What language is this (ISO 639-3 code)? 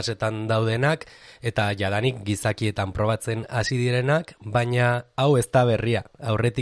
eus